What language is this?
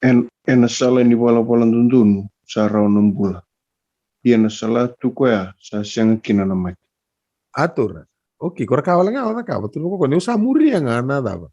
Fijian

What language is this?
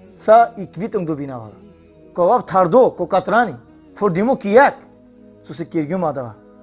Balkan Romani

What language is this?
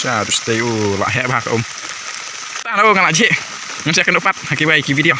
Khasi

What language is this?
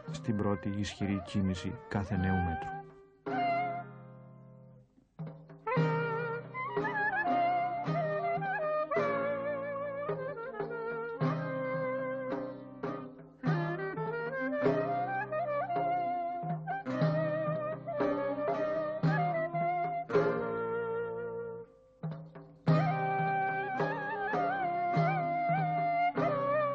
Greek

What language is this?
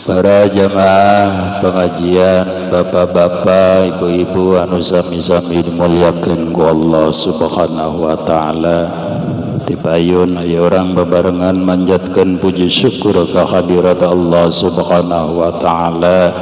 Sundanese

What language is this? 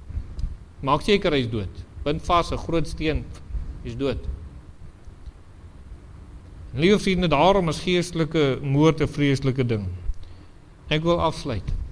Afrikaans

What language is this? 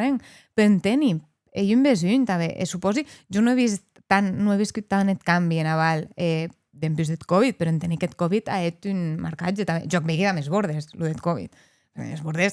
Occitan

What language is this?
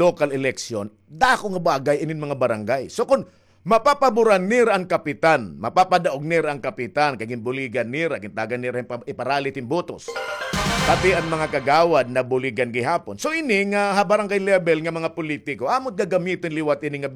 Waray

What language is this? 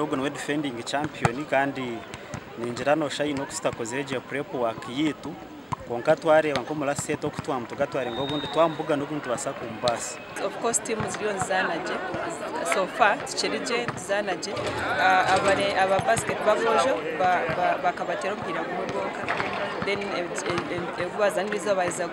Nyankole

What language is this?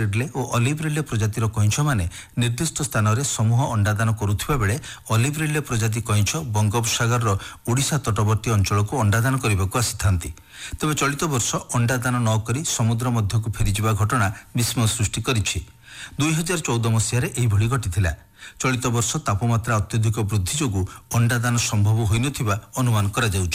Odia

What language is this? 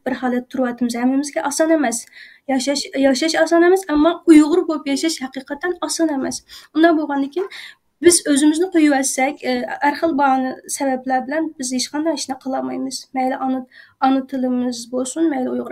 Uyghur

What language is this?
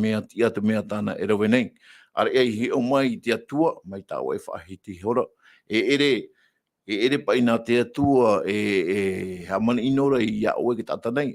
Tahitian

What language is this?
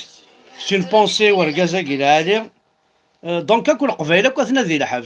Kabyle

